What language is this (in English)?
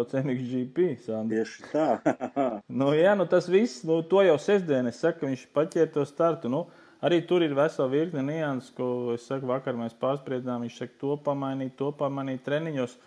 Latvian